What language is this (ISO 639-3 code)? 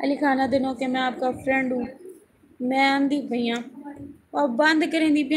skr